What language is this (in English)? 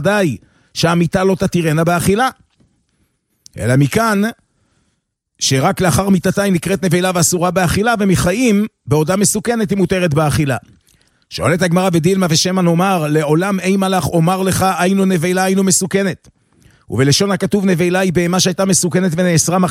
Hebrew